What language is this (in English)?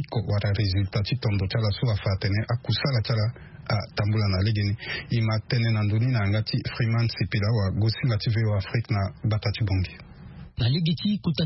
Sango